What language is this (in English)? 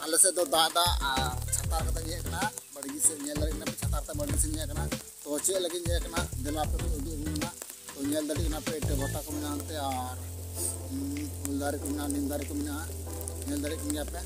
Santali